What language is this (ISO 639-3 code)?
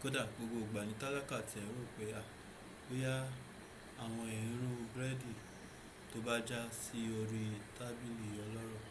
yor